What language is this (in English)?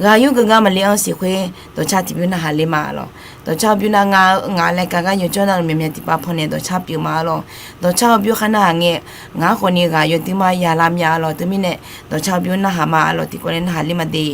Akha